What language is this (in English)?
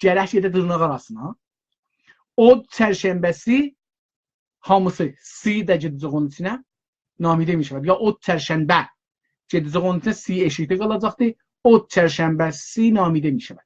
South Azerbaijani